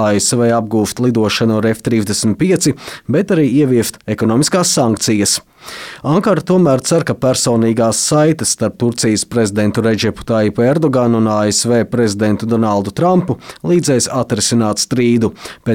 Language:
Latvian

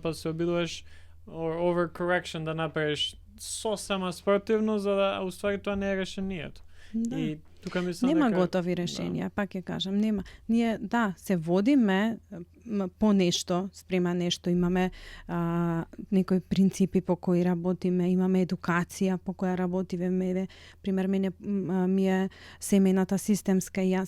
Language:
Macedonian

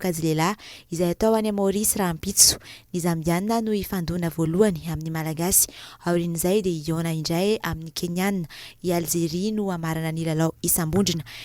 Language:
Malagasy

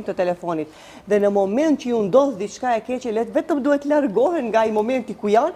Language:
Albanian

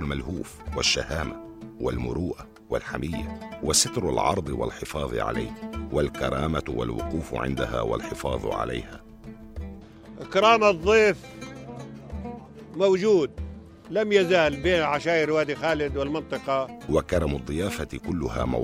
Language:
North Levantine Arabic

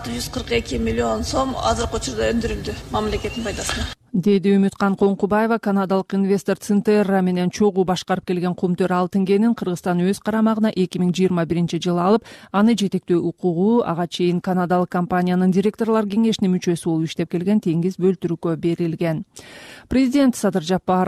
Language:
Kyrgyz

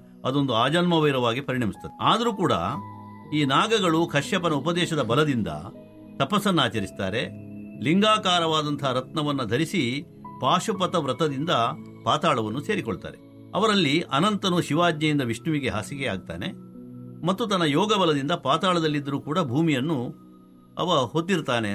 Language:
Kannada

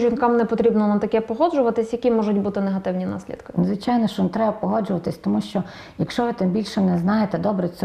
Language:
Ukrainian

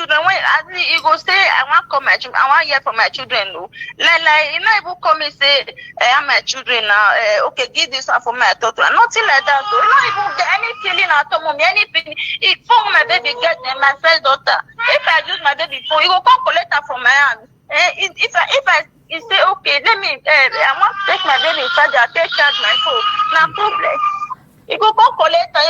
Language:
Nigerian Pidgin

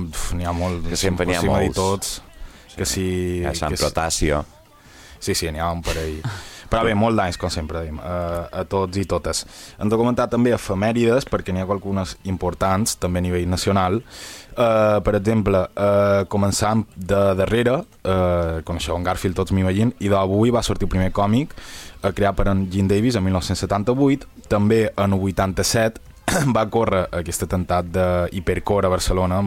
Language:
Catalan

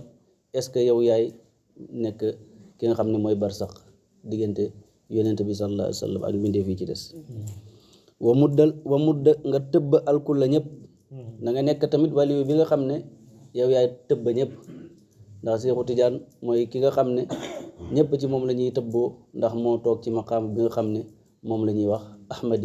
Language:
Wolof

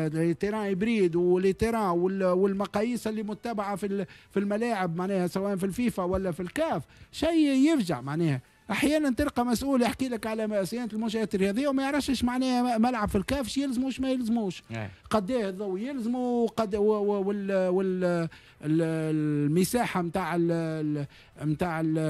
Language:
Tunisian Arabic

